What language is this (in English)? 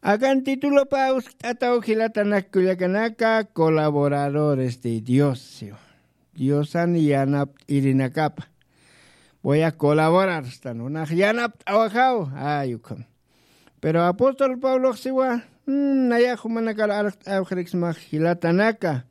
Aymara